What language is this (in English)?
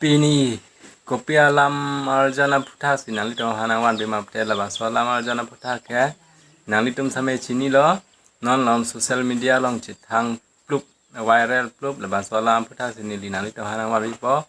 Karbi